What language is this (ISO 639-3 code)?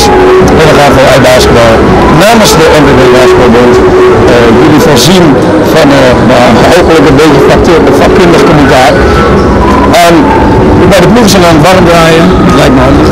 nld